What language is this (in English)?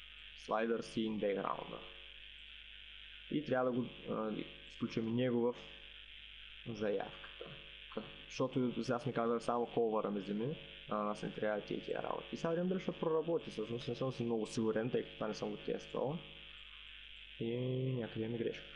Bulgarian